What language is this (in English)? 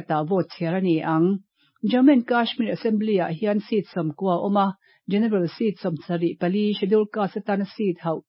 Mizo